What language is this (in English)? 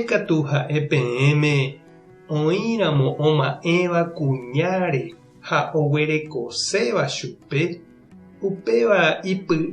Guarani